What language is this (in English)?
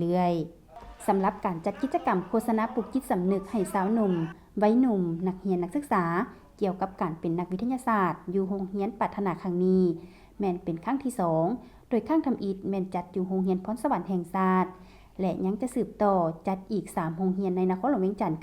Lao